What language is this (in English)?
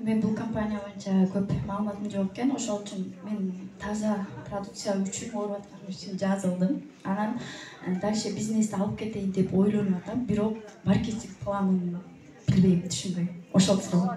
Kyrgyz